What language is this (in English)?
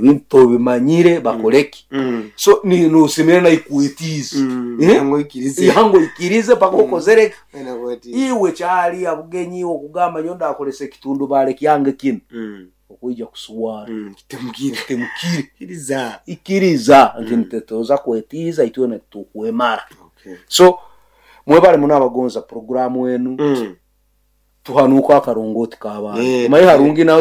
Nyoro